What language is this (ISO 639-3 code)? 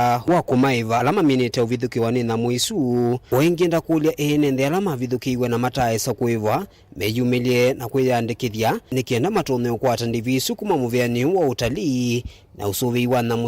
kam